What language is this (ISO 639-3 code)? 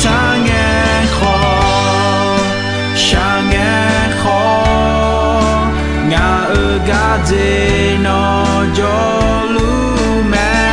ahk